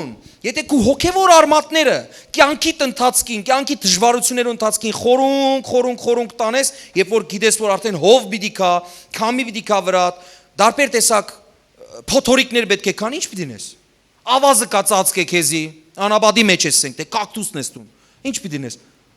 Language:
Western Armenian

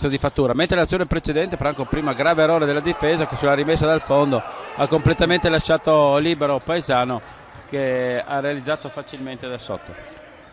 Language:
Italian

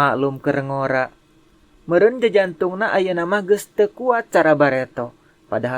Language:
Sundanese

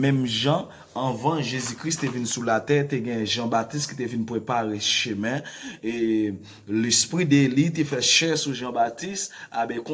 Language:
Haitian Creole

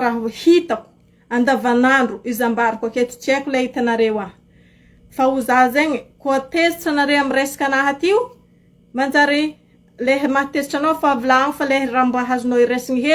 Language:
Malagasy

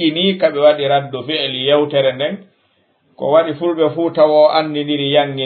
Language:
Fula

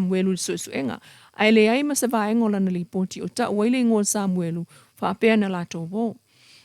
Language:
Samoan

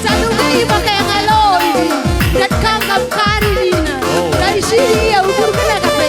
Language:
Batak Karo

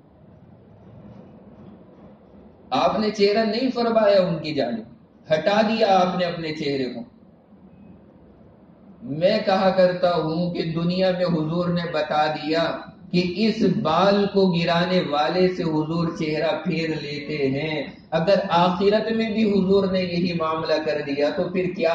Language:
Urdu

